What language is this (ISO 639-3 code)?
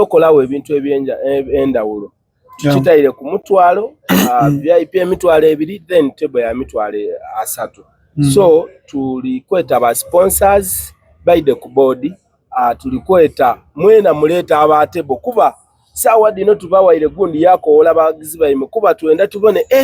xog